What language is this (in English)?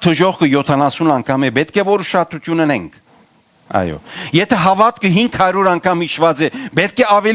Western Armenian